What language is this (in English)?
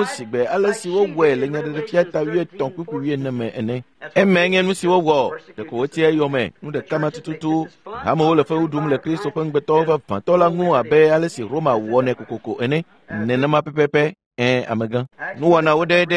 Ewe